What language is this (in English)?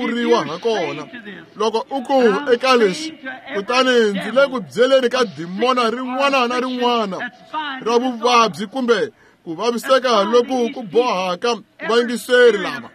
Tsonga